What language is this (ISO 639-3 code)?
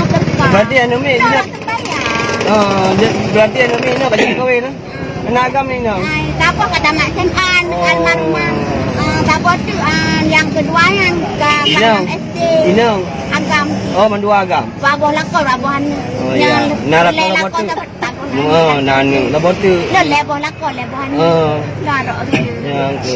ace